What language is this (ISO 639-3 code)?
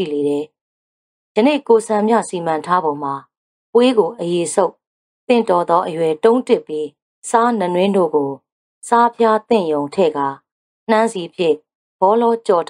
mya